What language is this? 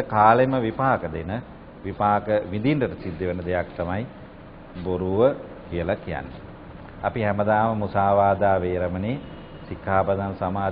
Sinhala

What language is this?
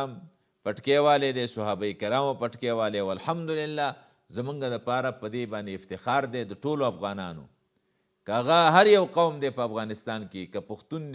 Pashto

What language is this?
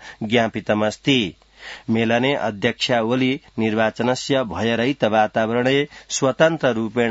Sanskrit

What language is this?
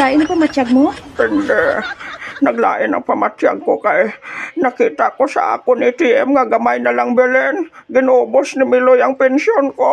Hiligaynon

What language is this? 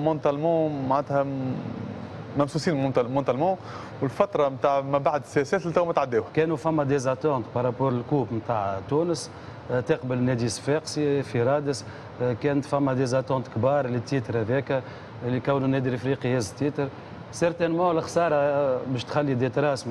Tunisian Arabic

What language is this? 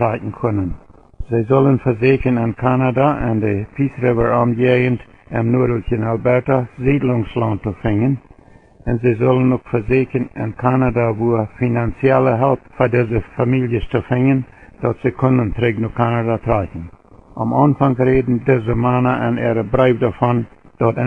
Plautdietsch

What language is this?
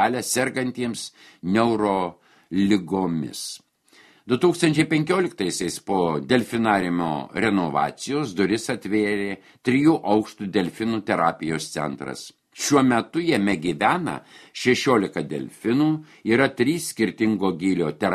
Lithuanian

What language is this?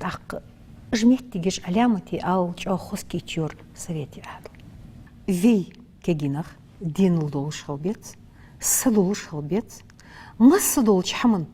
Ingush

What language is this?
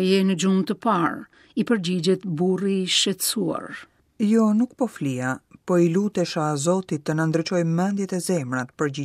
Albanian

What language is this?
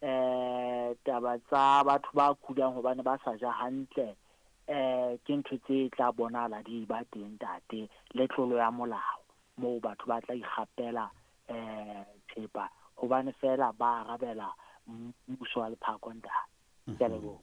Southern Sotho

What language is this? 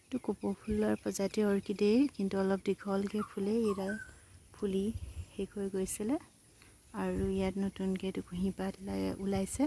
Assamese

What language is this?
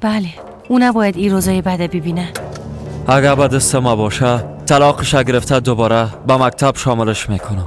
Persian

